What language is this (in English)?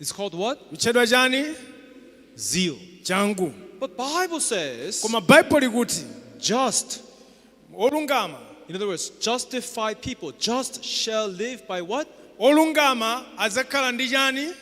Nyanja